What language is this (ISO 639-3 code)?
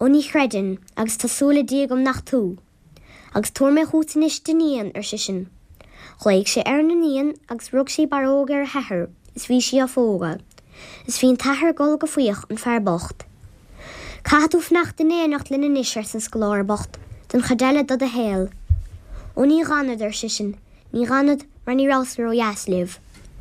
gle